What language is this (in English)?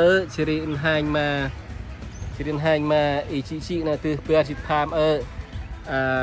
Central Mnong